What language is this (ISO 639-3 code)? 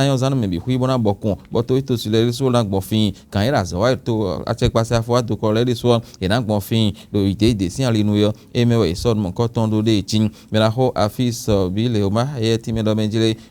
fon